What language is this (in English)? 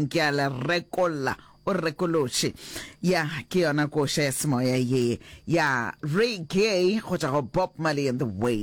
Northern Sotho